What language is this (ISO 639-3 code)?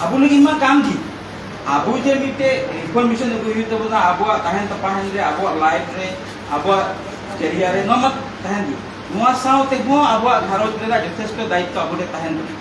sat